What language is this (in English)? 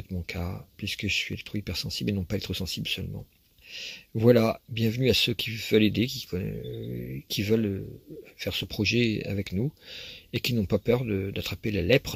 French